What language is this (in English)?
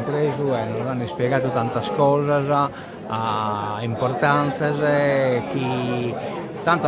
Sardinian